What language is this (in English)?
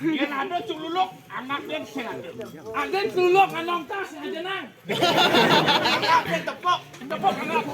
Balinese